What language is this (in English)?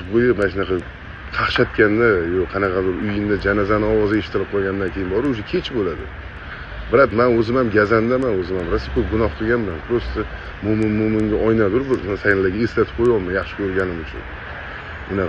Uzbek